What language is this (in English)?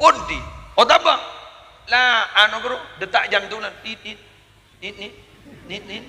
Madurese